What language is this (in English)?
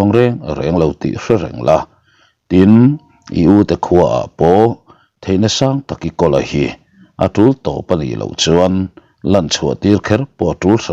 Mizo